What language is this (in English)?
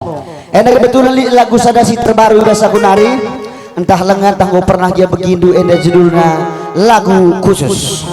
Batak Karo